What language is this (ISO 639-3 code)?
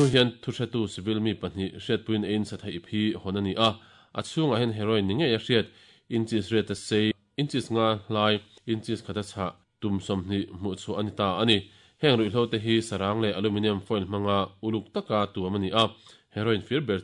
lus